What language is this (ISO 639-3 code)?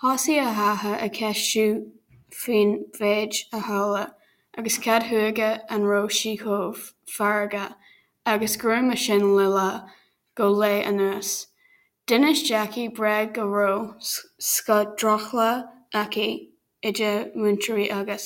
gle